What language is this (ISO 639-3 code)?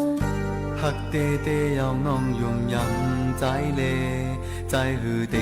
shn